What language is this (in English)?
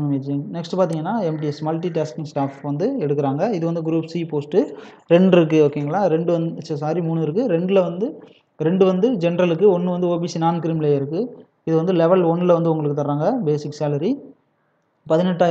Tamil